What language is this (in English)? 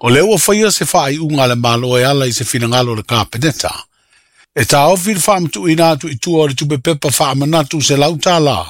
Samoan